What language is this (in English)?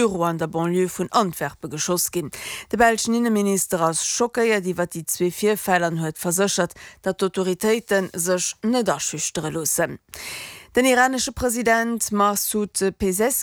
Luxembourgish